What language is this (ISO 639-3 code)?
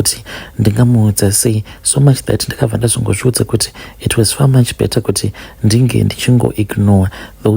sna